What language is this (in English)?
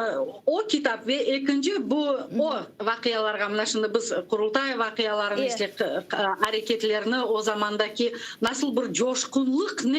Crimean Tatar